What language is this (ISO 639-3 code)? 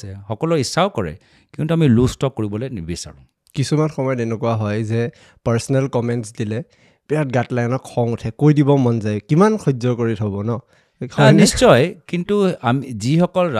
asm